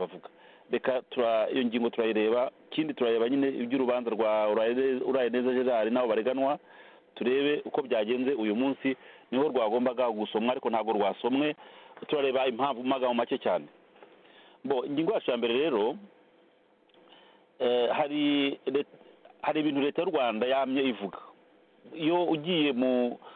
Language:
Kinyarwanda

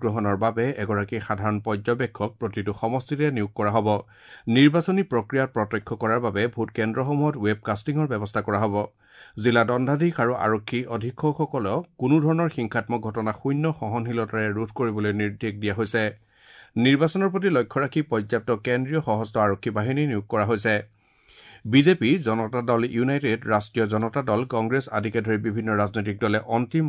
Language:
Assamese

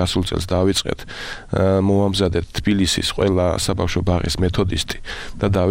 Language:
Georgian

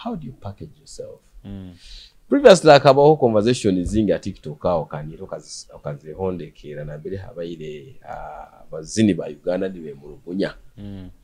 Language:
Tooro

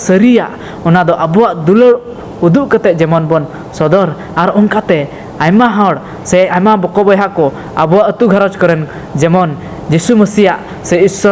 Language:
Santali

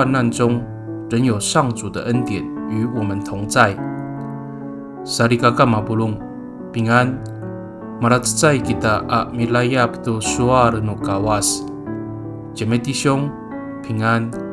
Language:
Amis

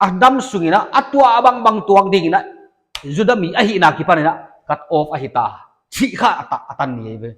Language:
Paite Chin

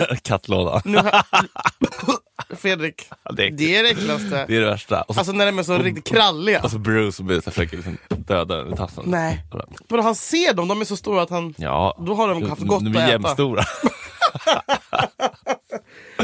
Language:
Swedish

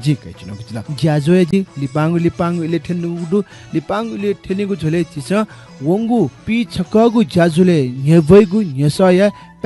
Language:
Newari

